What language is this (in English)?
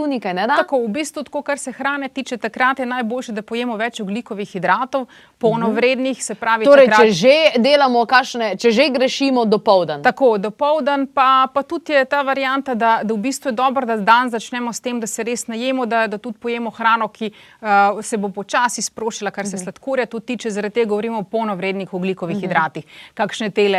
Slovenian